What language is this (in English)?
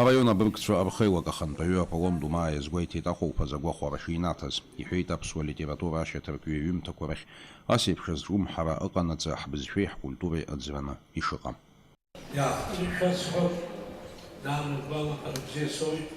Abkhazian